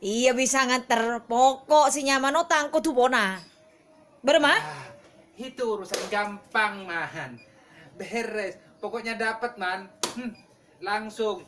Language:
Madurese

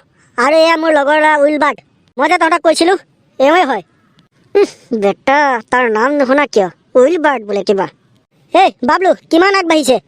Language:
Assamese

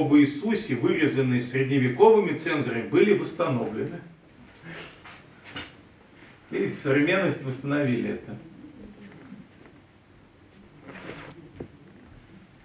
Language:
Russian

